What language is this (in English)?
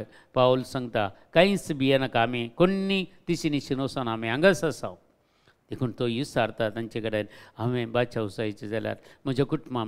Konkani